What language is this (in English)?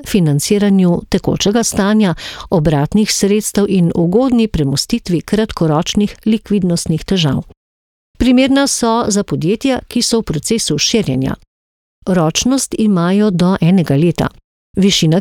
Slovenian